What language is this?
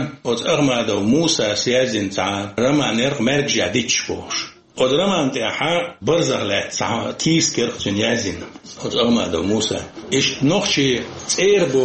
Chechen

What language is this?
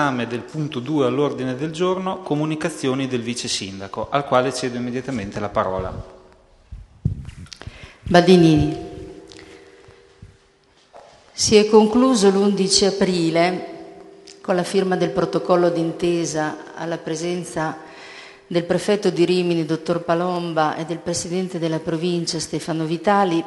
Italian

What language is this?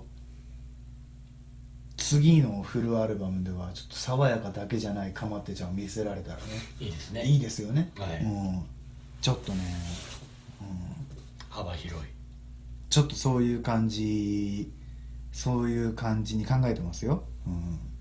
Japanese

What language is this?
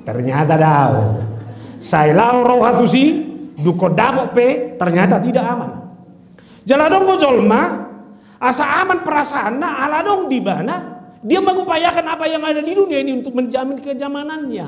Batak Toba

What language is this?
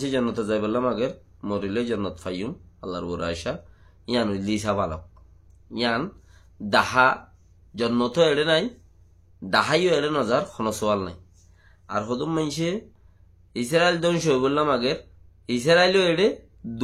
Rohingya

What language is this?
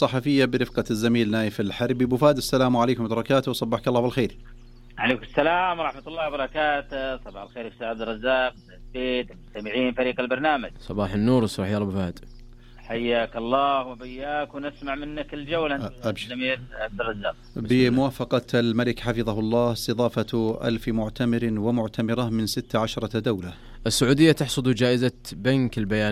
Najdi Arabic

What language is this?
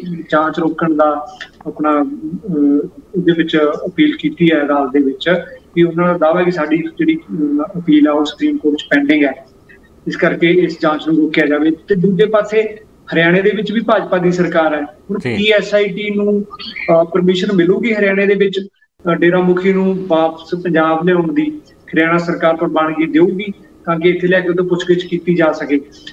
Punjabi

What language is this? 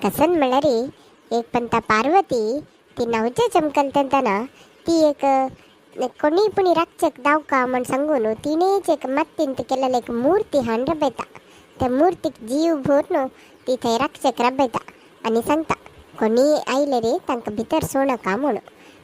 Konkani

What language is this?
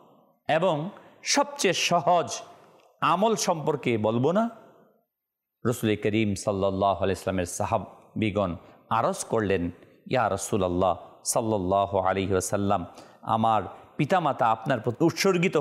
Bangla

